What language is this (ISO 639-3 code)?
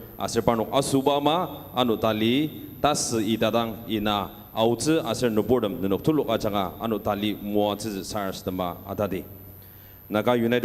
njo